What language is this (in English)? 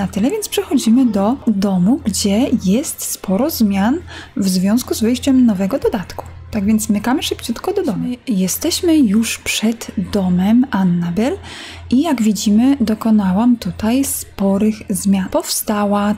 Polish